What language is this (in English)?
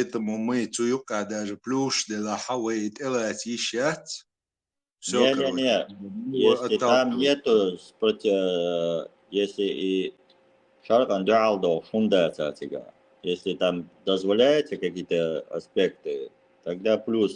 Chechen